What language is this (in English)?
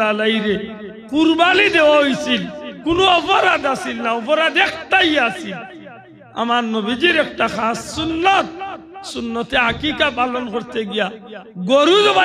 Sylheti